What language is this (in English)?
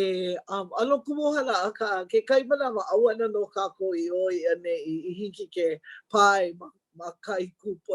Hawaiian